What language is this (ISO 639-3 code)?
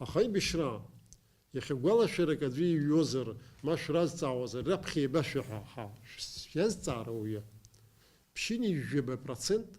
abk